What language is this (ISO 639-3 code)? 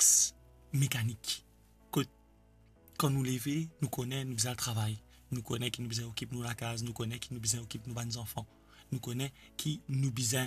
mfe